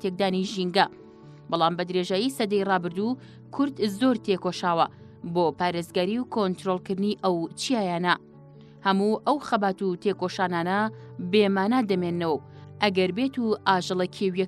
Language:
Central Kurdish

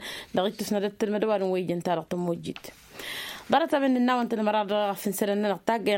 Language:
Tamasheq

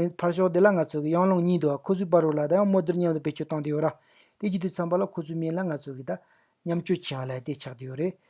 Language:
Tibetan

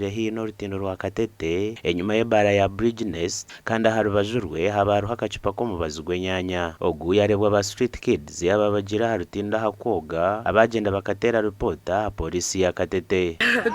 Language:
Nyankole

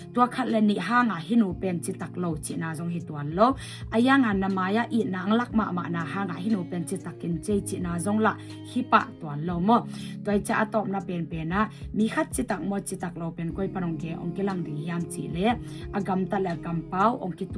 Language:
Tedim Chin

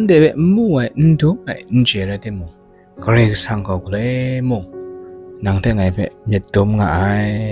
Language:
Kachin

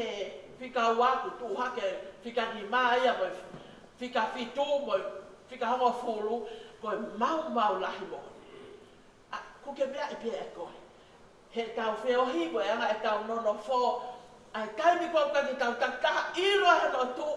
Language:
Tongan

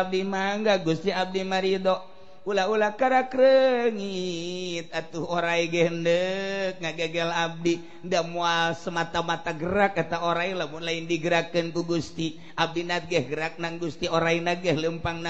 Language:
Sundanese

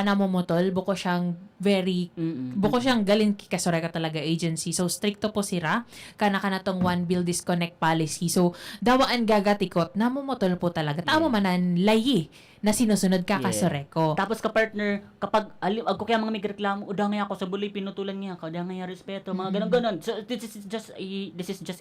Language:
Bikol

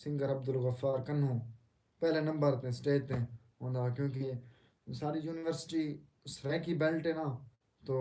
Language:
Saraiki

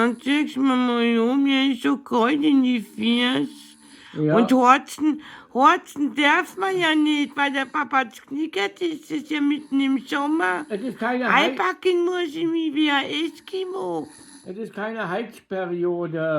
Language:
Bavarian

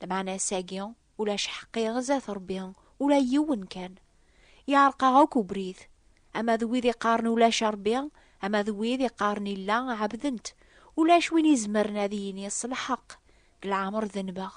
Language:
Kabyle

